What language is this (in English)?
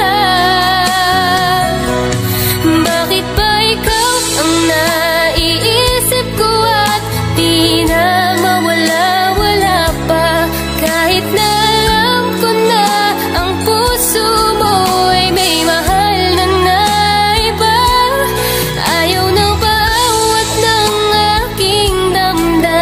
Filipino